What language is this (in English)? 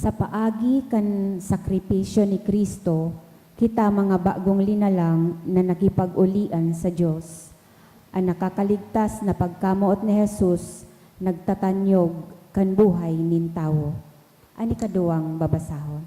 Bikol